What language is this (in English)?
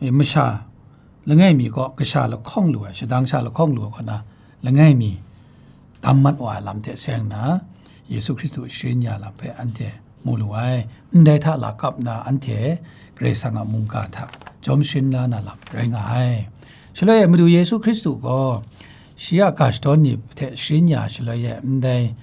Kachin